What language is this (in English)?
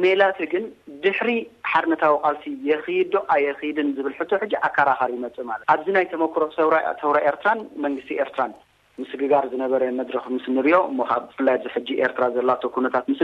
Tigrinya